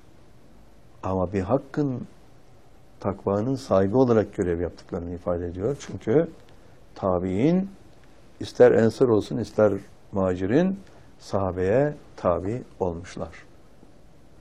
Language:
Turkish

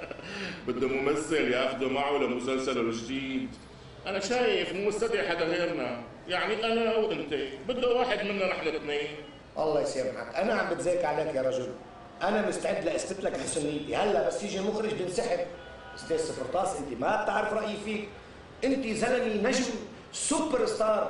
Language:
North Levantine Arabic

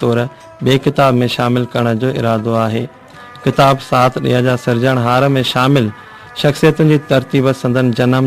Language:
Sindhi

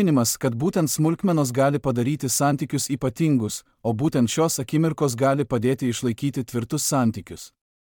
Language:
Lithuanian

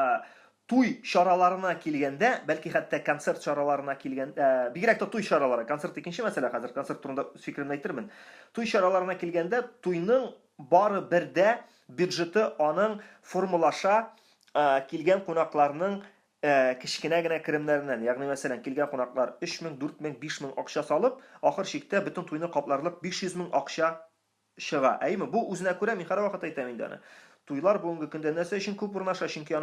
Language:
Tatar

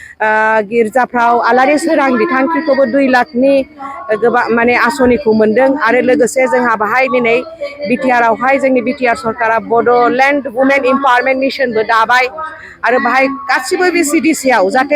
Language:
Bodo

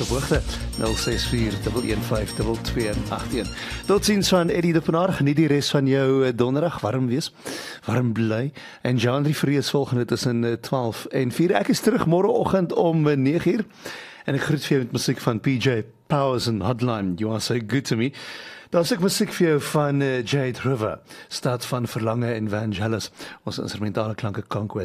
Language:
Afrikaans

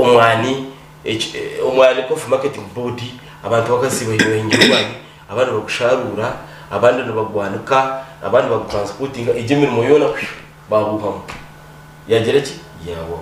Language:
Nyankole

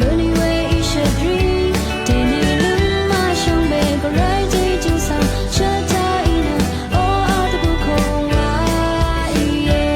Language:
Rawang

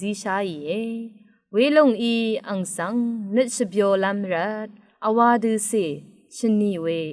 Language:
Rawang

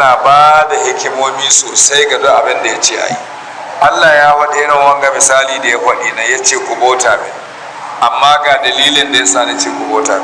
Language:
Hausa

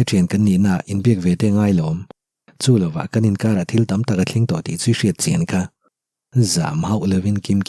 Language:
Mizo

